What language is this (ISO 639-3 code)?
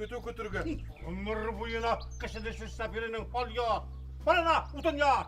bak